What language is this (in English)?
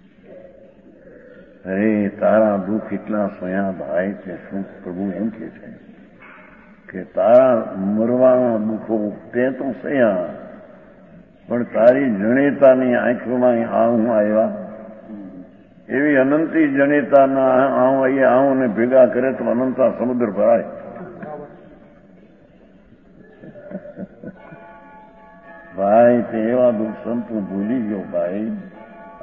Gujarati